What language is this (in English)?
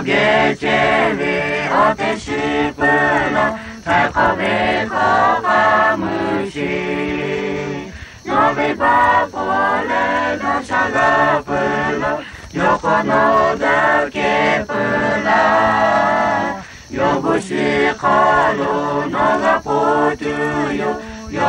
Lahu